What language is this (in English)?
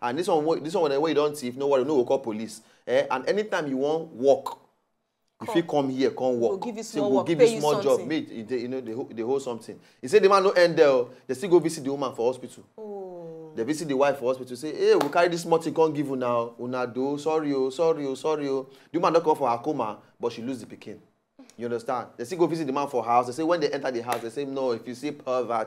Nigerian Pidgin